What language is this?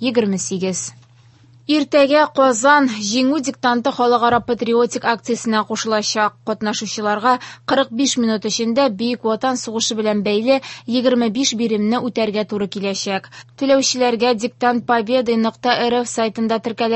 Tatar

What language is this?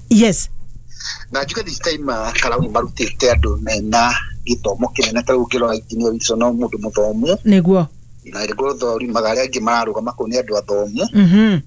Kikuyu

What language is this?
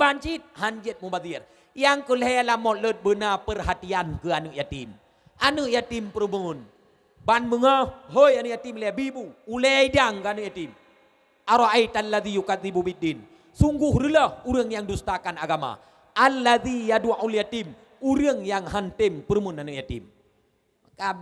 Achinese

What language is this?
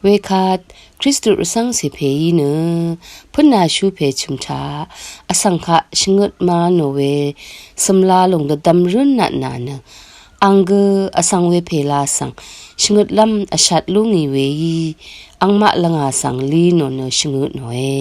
Rawang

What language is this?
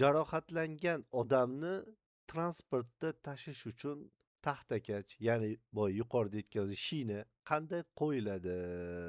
Uzbek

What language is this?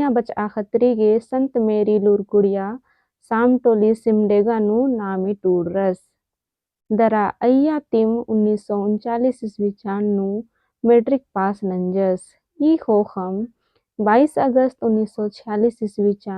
Kurukh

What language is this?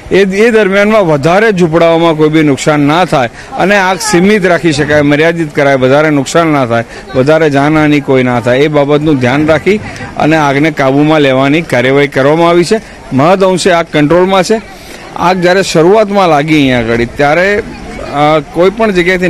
Gujarati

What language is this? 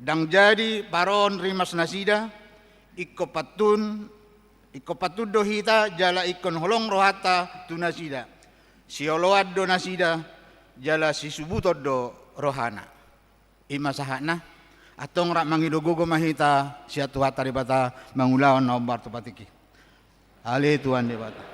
Batak Toba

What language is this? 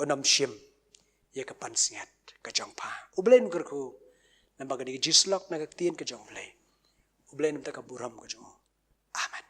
Khasi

